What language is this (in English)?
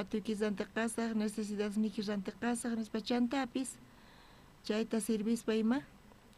South Bolivian Quechua